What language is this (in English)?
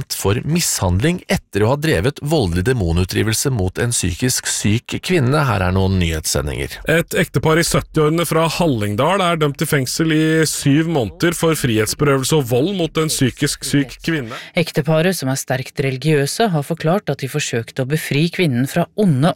Norwegian